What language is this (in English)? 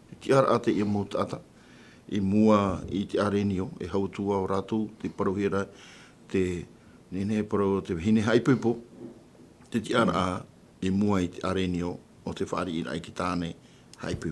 Tahitian